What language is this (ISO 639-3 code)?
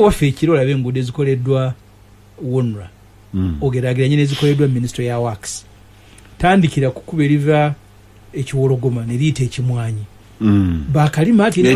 lug